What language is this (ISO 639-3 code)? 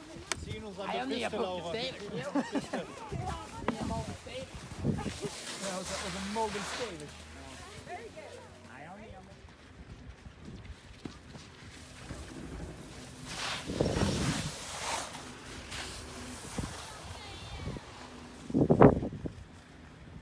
swe